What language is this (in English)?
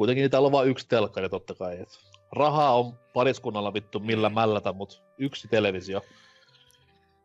Finnish